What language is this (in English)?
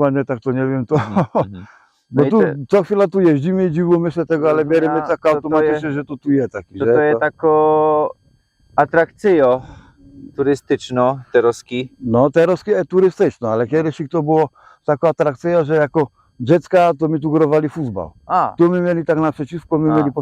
Silesian